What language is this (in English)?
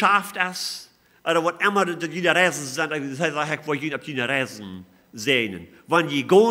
Plautdietsch